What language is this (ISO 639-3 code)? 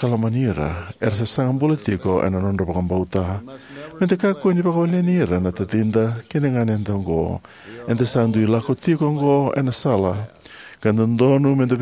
fij